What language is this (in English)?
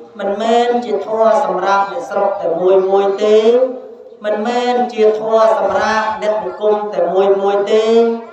Khmer